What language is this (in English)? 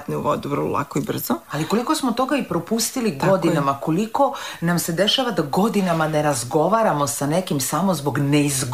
Serbian